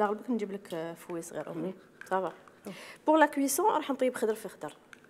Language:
Algerian Arabic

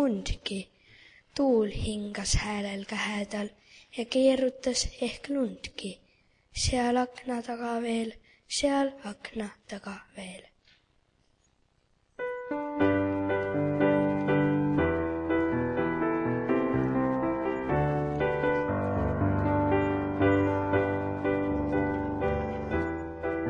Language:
Estonian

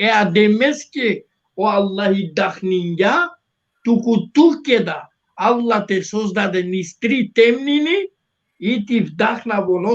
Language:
Balkan Romani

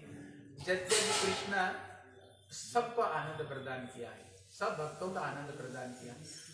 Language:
Hindi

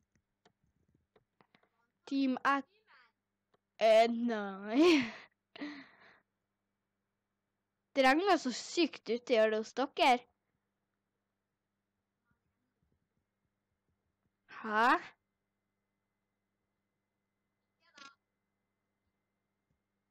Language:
Norwegian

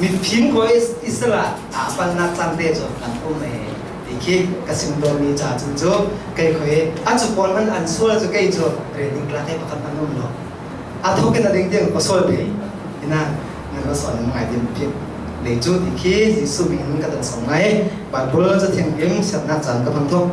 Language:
Falam Chin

